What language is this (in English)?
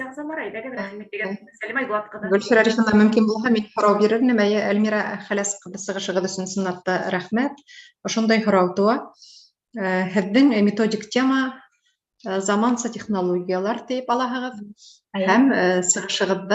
Bashkir